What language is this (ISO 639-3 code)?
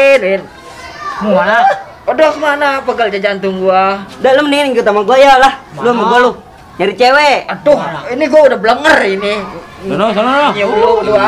bew